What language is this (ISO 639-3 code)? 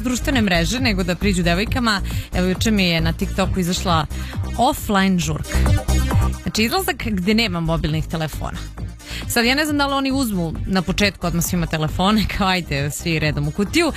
srp